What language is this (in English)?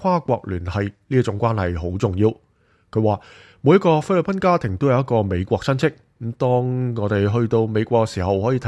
Cantonese